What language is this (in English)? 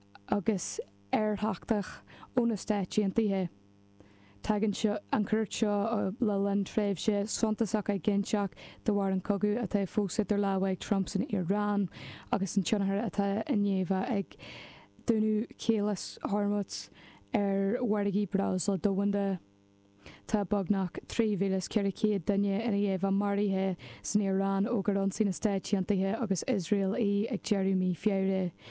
Irish